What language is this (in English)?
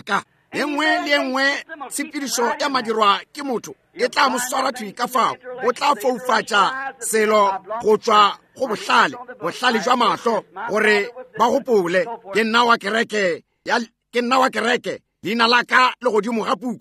Northern Sotho